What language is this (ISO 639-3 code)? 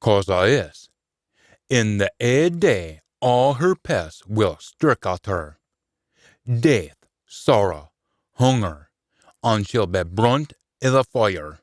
sco